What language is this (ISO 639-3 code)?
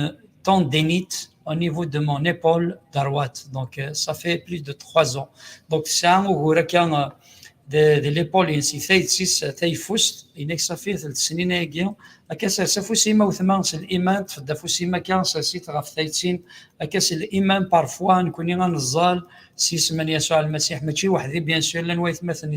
kab